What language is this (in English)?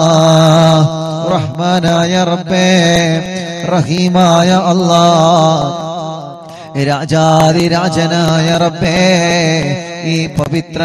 Malayalam